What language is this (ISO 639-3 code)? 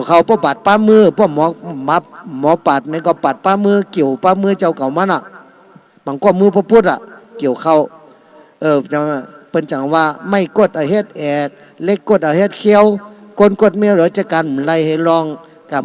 shn